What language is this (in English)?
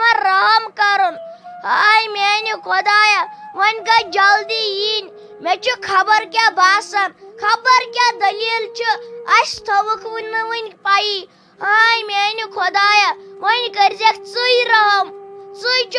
Kashmiri